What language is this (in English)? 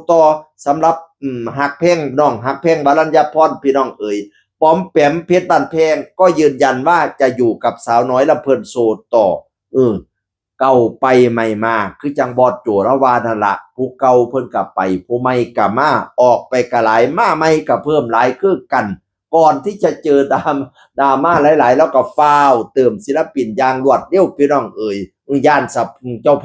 Northeastern Thai